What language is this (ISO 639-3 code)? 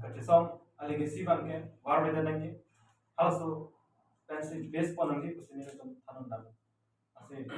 mjw